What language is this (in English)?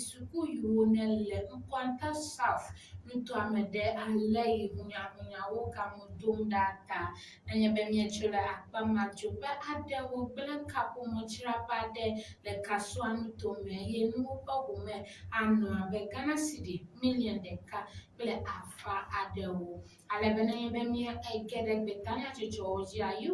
Ewe